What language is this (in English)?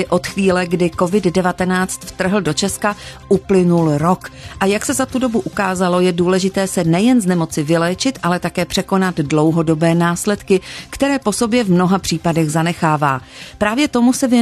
Czech